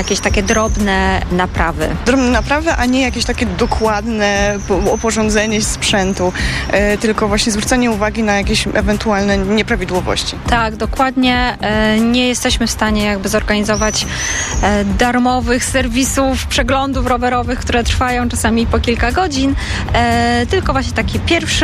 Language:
Polish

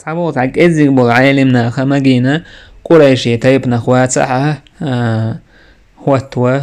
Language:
Chechen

